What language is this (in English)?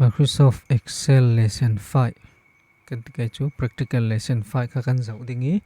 Falam Chin